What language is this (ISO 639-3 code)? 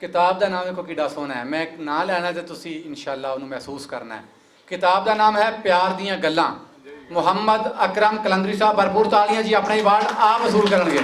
lah